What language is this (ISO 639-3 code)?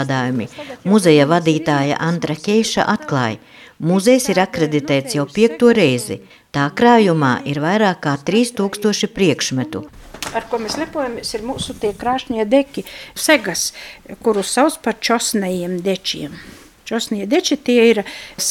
lav